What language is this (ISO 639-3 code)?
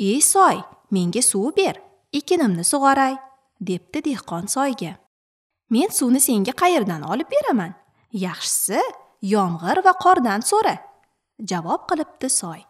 uzb